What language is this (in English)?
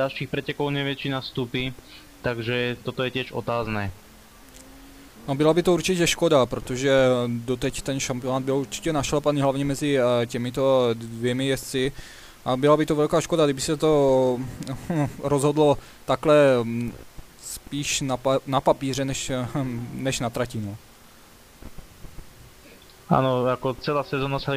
Czech